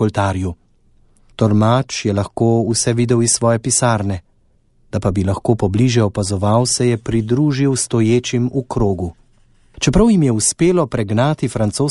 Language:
Slovenian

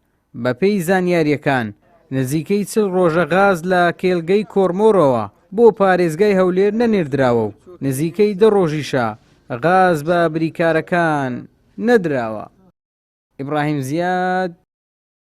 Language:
Central Kurdish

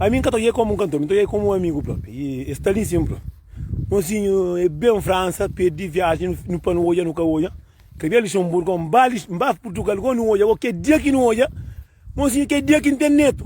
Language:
Kabuverdianu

